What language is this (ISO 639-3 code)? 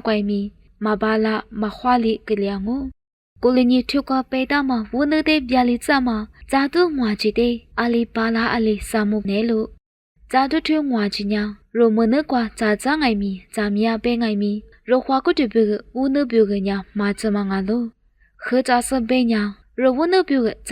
lis